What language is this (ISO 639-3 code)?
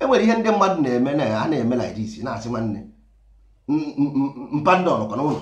ibo